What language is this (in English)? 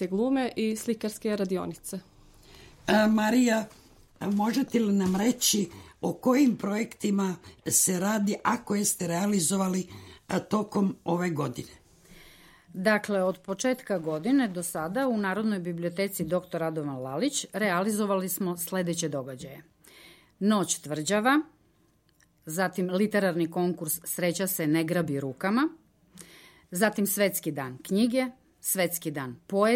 Serbian